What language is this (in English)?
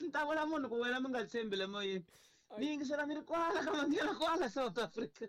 Tsonga